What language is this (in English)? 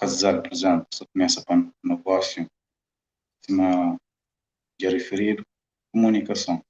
Kabuverdianu